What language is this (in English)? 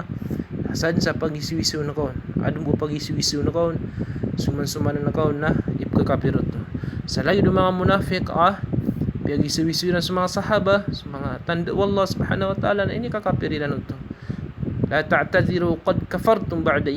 Maranao